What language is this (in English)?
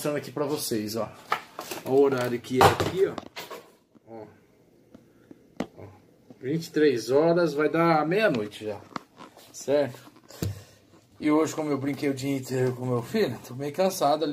Portuguese